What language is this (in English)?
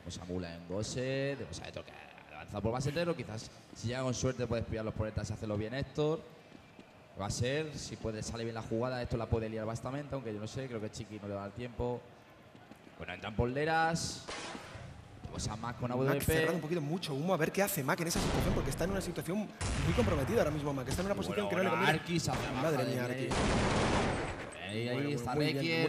Spanish